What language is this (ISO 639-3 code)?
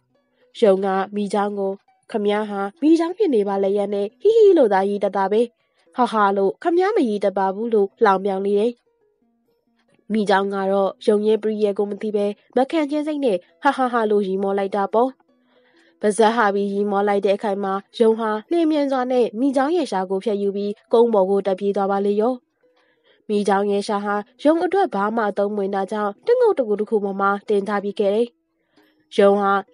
mya